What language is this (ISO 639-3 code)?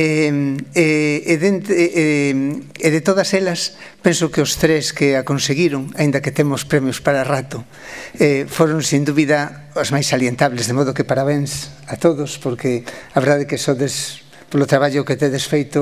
glg